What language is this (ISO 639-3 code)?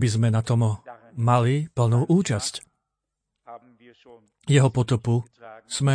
slk